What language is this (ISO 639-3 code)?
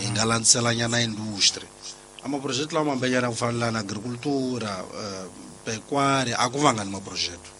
tso